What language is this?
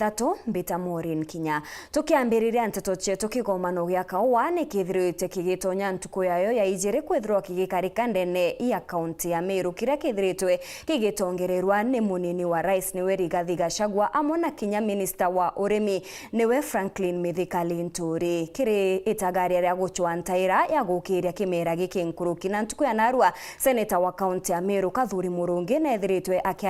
Meru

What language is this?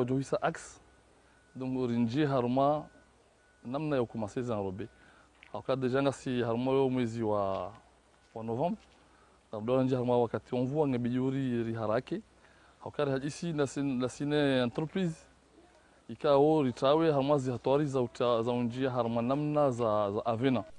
Ngazidja Comorian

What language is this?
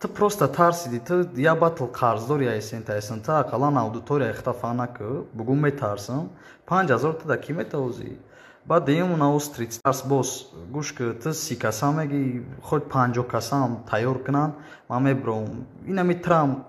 Tajik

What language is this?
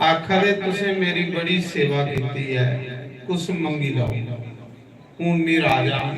Dogri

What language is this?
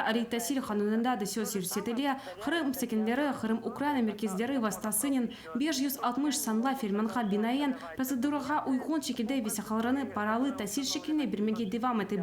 Crimean Tatar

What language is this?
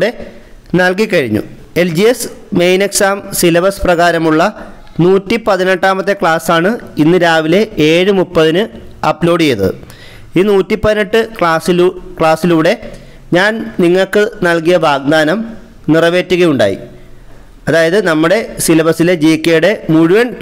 Malayalam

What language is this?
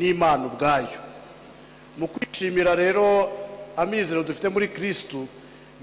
Kinyarwanda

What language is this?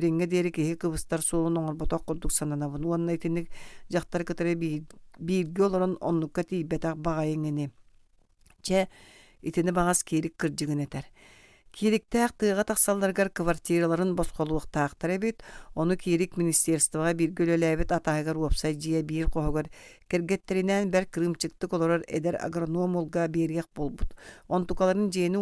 Yakut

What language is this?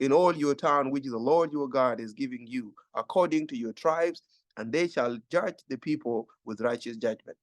Nuer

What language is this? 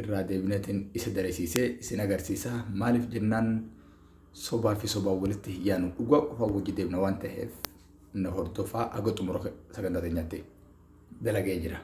Oromo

